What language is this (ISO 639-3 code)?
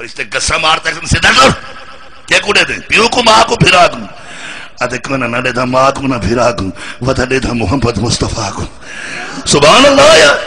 skr